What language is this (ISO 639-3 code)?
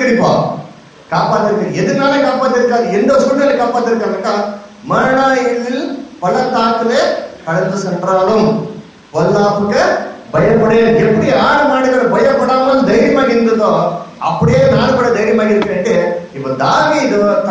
tam